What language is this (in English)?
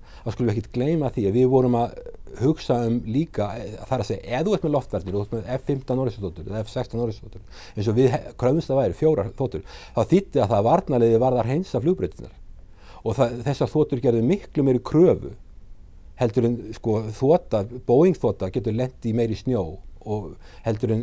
Icelandic